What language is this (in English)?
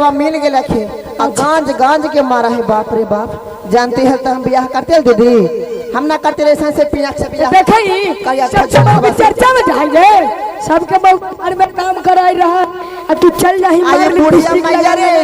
Magahi